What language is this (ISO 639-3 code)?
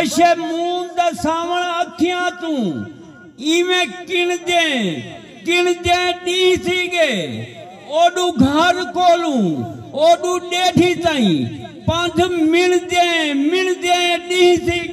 skr